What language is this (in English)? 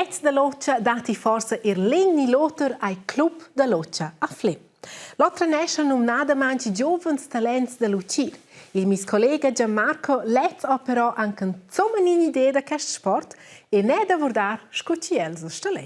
Romansh